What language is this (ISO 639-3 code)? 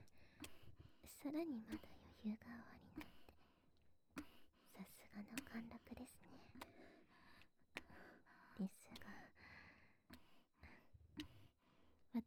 jpn